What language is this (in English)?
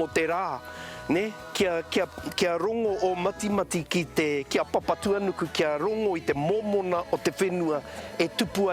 Māori